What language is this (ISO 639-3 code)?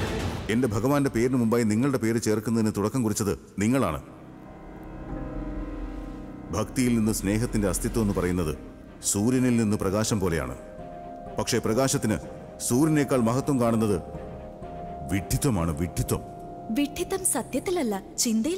mal